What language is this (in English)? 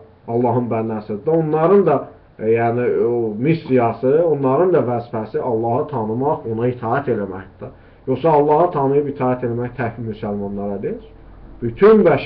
Azerbaijani